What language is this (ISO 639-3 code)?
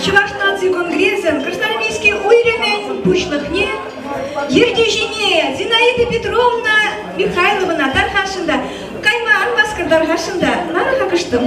chv